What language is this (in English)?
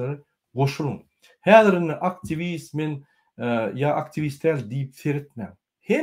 Turkmen